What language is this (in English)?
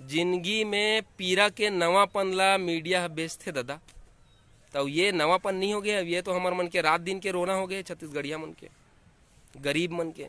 Chhattisgarhi